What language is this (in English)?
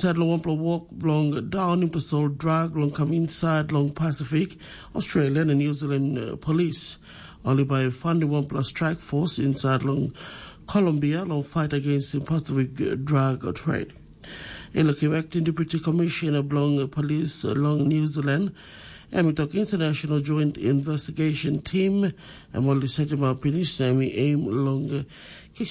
Tok Pisin